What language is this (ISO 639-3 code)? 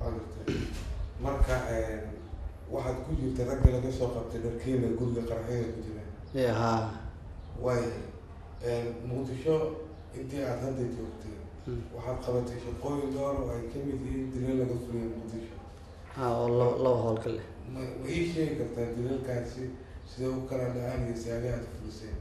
som